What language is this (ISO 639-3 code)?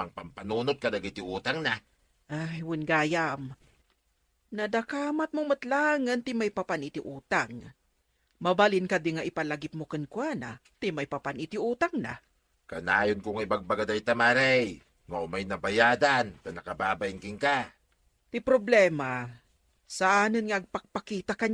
ilo